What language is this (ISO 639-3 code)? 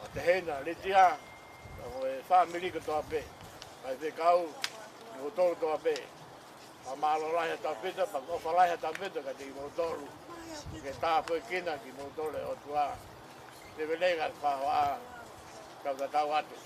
ton